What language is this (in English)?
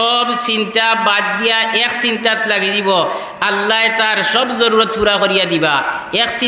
Sylheti